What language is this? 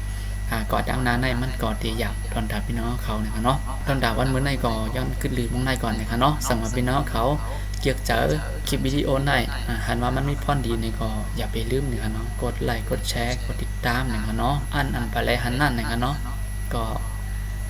Shan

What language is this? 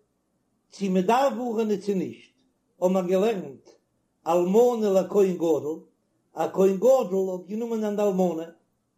Yiddish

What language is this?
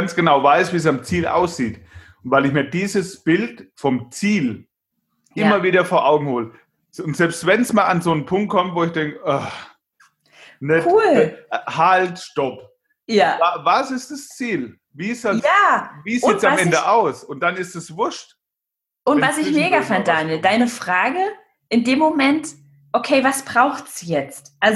German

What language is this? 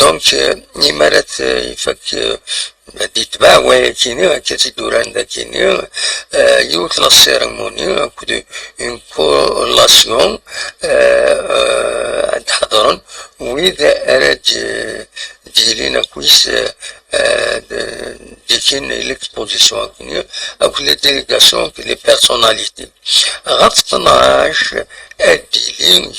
Kabyle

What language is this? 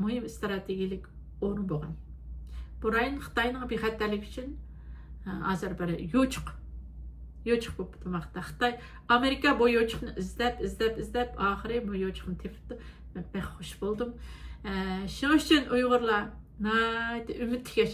Uyghur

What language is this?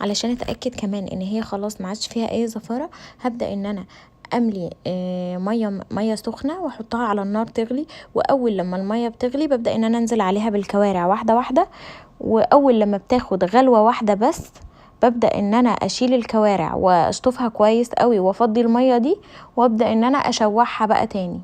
Egyptian Arabic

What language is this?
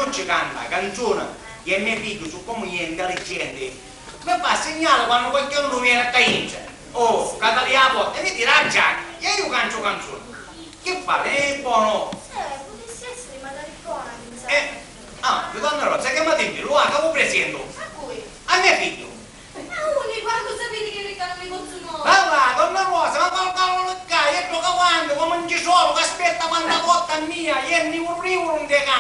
Sicilian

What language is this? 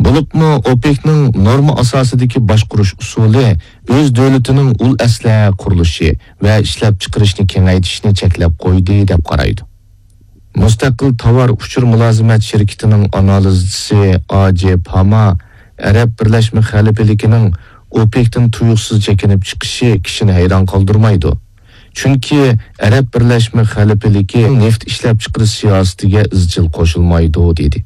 Uyghur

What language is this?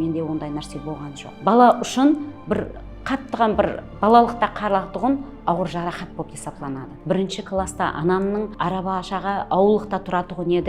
Kara-Kalpak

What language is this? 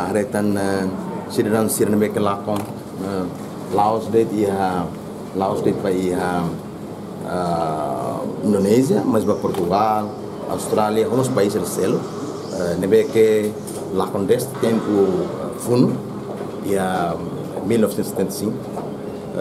Tetum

